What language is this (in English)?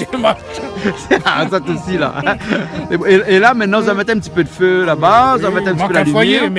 Réunion Creole French